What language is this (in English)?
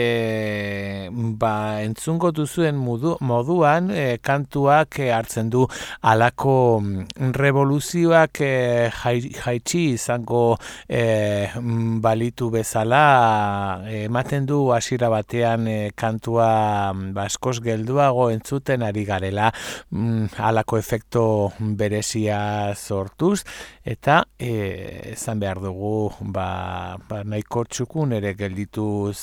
Basque